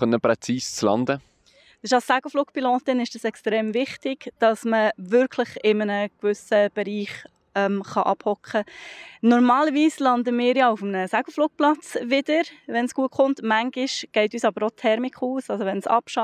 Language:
Swiss German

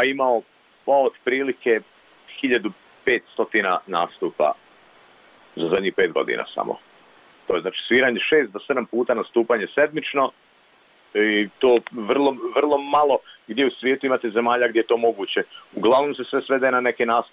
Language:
Bosnian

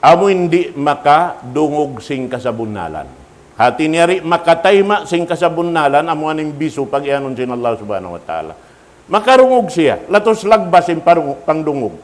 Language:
Tausug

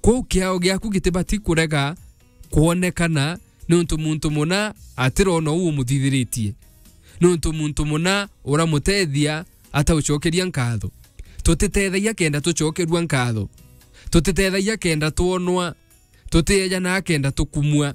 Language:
Meru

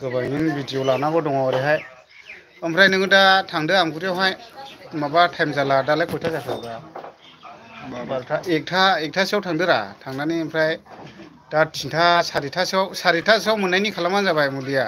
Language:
Bodo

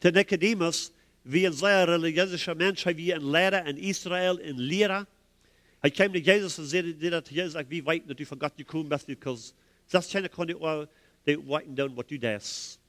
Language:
Plautdietsch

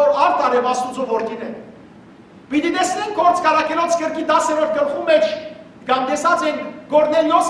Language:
Western Armenian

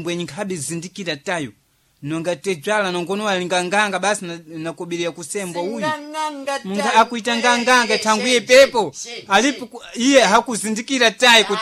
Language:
Sena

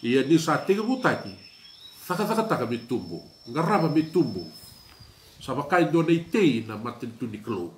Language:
Fijian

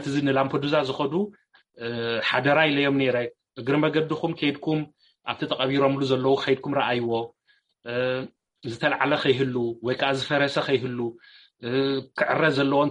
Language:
Tigrinya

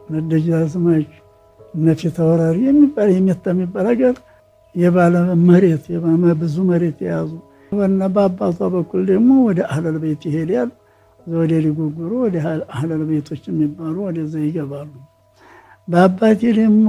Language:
Amharic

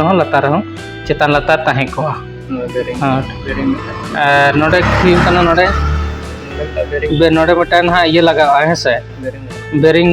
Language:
Santali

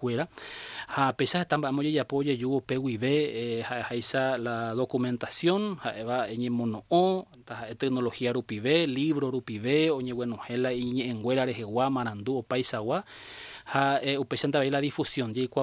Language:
Guarani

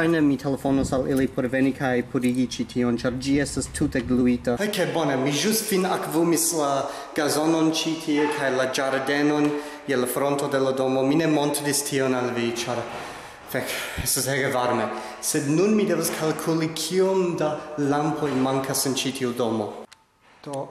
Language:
Esperanto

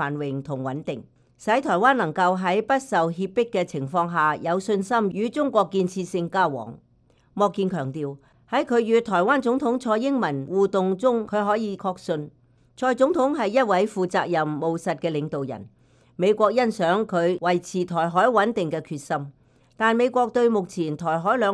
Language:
Cantonese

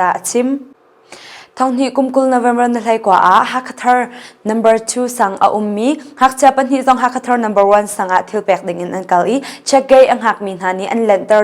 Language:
Hakha Chin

